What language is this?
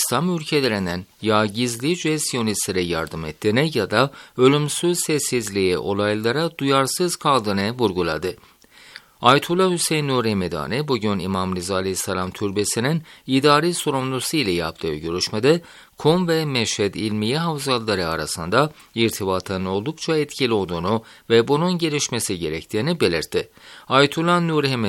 Turkish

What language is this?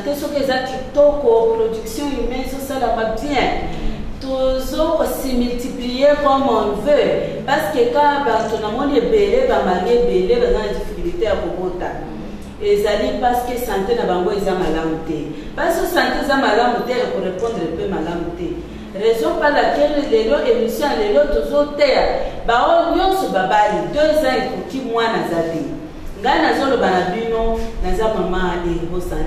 Lingala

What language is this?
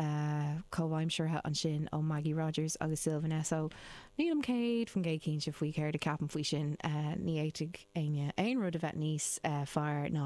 Irish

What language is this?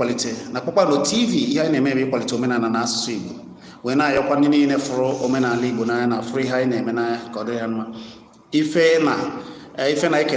Igbo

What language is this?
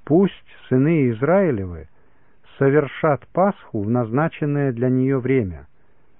Russian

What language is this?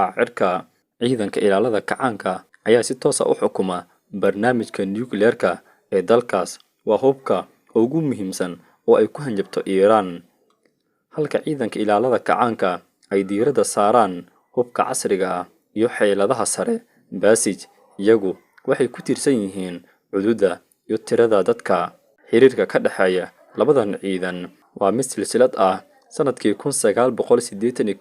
Somali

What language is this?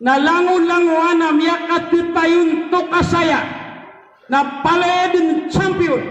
Maranao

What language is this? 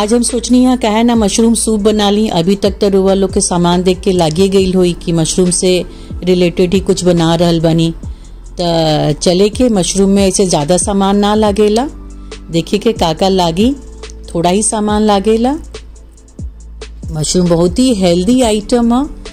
Bhojpuri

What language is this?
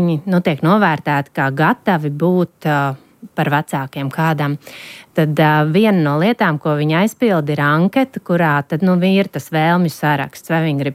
Latvian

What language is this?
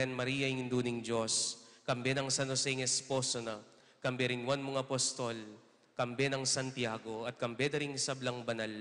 Pampanga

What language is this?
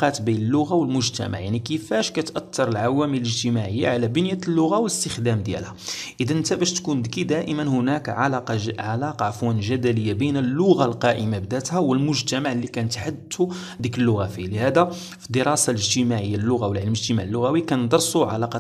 Moroccan Arabic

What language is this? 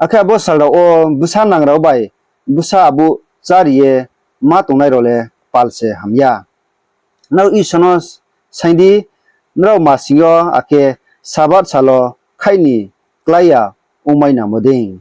Riang (India)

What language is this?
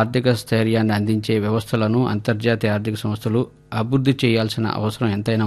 Telugu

